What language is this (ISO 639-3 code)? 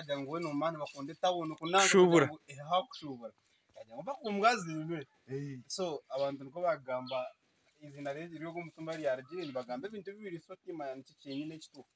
nyn